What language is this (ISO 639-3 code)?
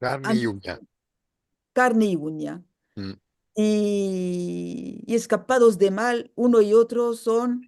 lad